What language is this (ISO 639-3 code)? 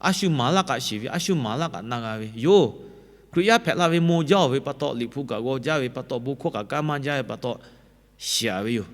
lhu